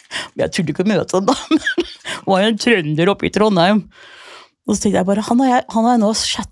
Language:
Norwegian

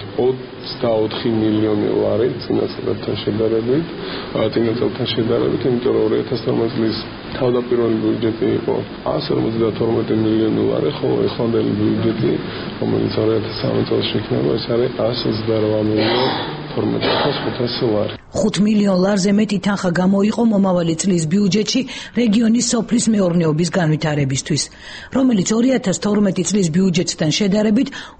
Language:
Georgian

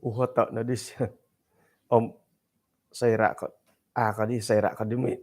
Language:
Central Dusun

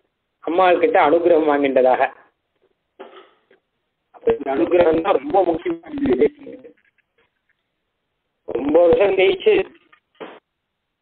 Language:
Tamil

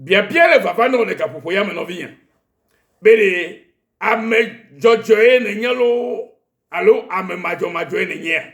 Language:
Ewe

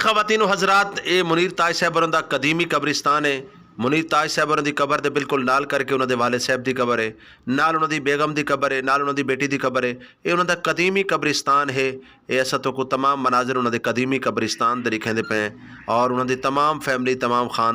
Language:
Saraiki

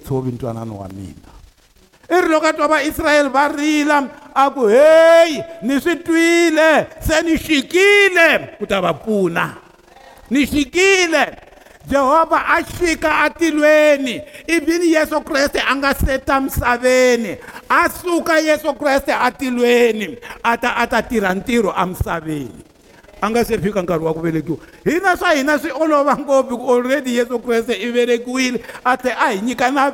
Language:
Tsonga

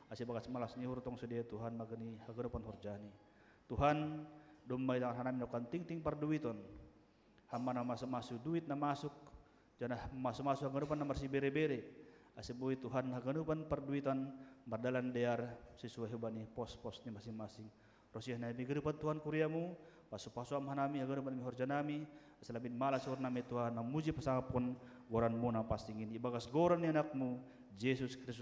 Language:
Batak Simalungun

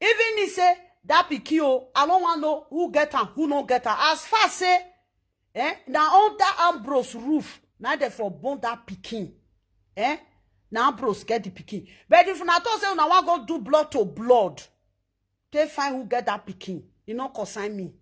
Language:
Nigerian Pidgin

